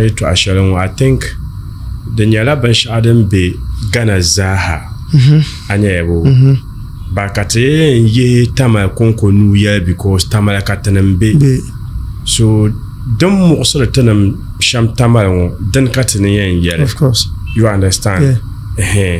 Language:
Dagbani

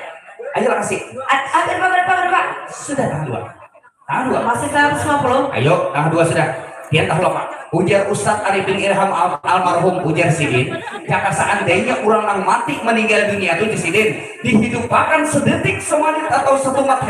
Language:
Banjar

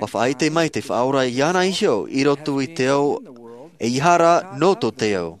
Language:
Tahitian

